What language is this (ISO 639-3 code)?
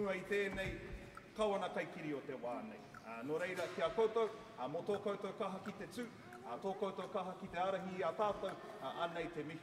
mri